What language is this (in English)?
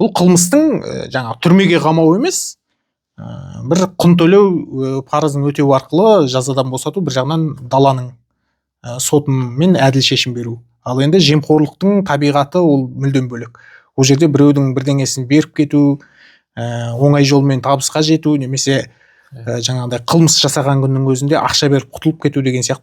Kazakh